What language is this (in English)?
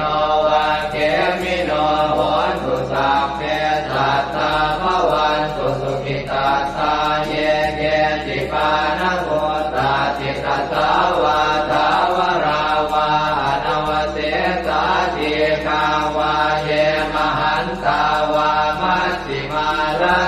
Pali